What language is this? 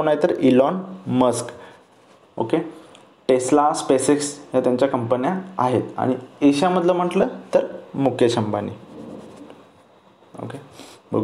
Marathi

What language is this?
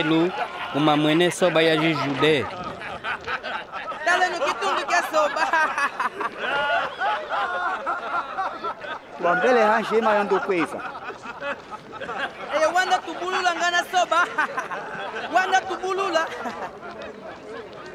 Kimbundu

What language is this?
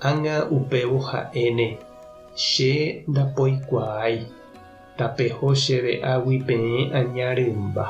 Guarani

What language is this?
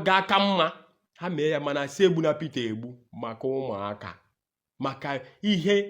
Igbo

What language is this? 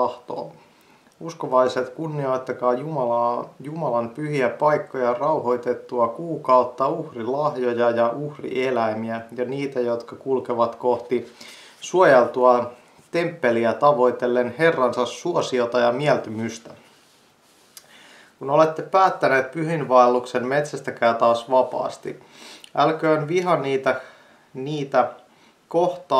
Finnish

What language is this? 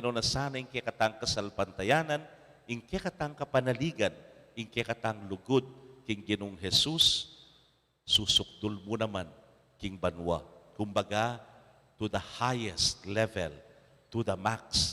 Pampanga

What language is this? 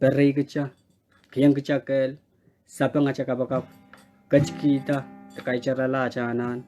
Pohnpeian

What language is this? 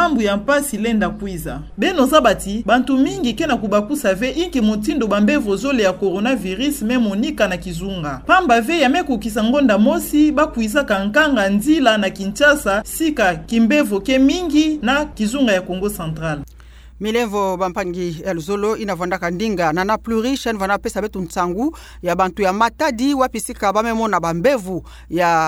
Kituba (Democratic Republic of Congo)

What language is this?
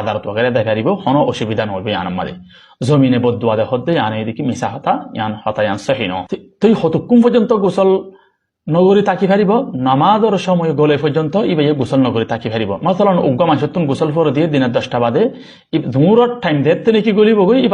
Rohingya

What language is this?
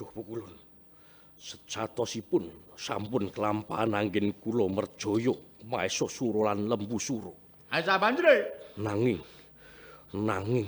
Javanese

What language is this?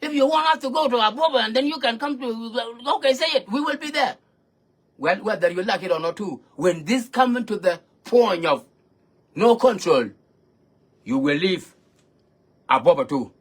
Nuer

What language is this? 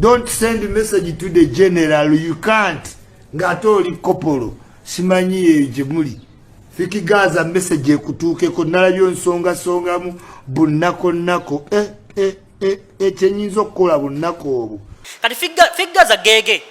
Ganda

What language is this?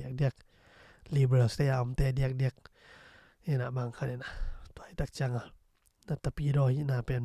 Tedim Chin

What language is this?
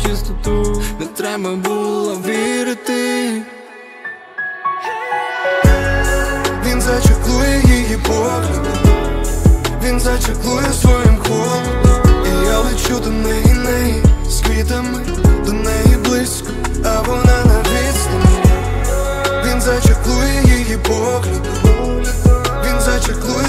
Ukrainian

